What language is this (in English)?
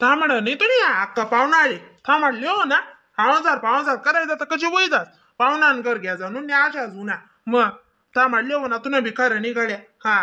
Khandesi